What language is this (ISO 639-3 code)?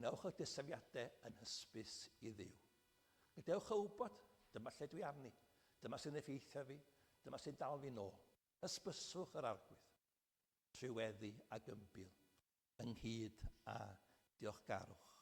cym